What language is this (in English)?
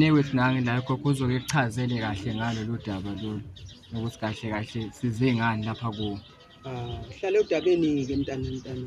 Zulu